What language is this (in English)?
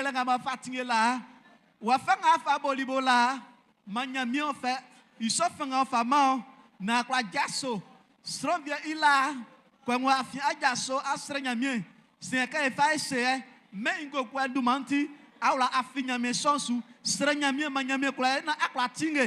Baoulé